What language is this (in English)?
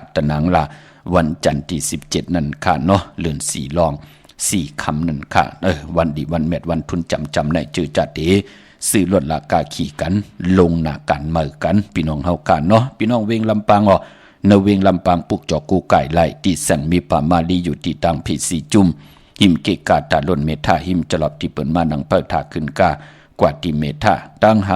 Shan